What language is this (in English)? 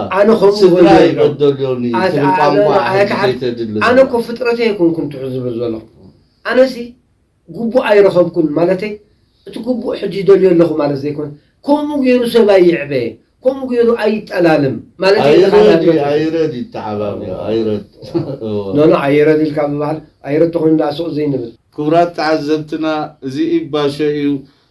Tigrinya